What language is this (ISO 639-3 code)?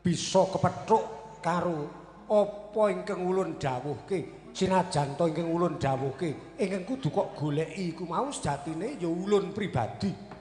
jav